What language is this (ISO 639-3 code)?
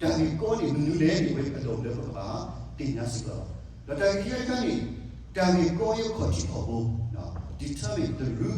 ksw